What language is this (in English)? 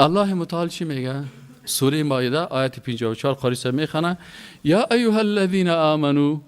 Persian